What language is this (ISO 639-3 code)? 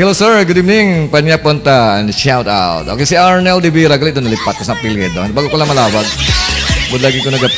hil